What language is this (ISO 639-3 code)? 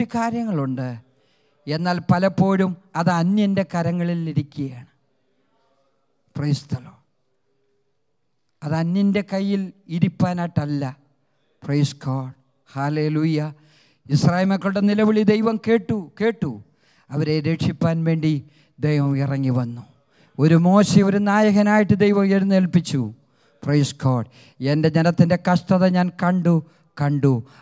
mal